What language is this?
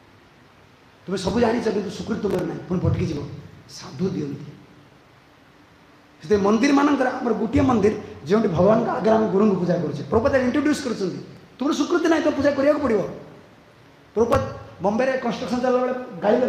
Odia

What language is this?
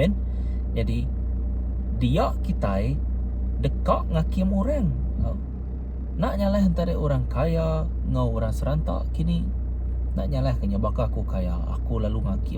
Iban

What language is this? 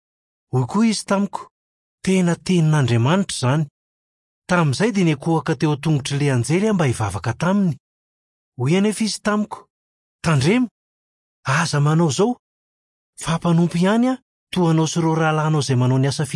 Malagasy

